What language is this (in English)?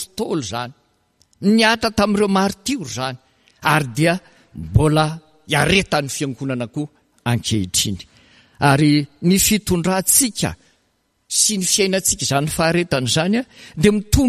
Malagasy